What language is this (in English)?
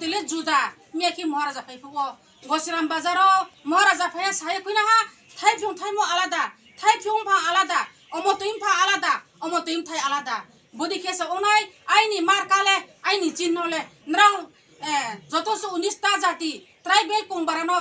Riang (India)